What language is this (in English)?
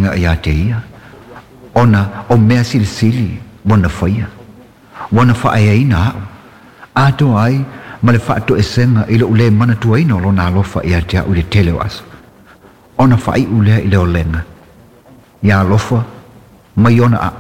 Samoan